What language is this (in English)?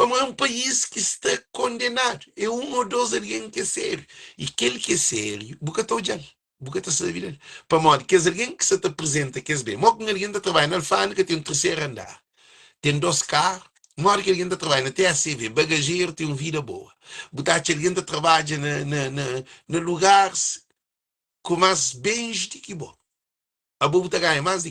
Kabuverdianu